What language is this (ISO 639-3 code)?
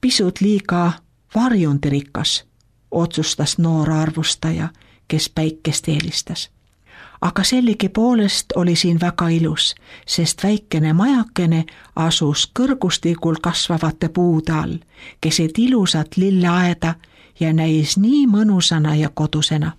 est